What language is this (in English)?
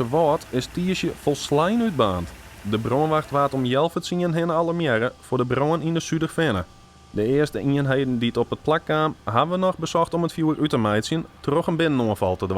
Western Frisian